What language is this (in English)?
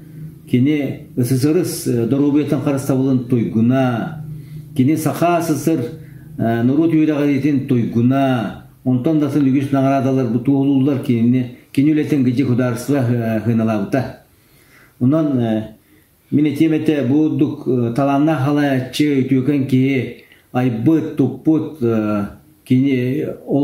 Yakut